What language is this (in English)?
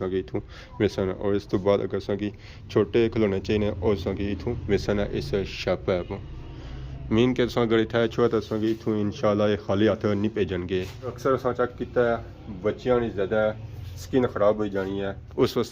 Pahari-Potwari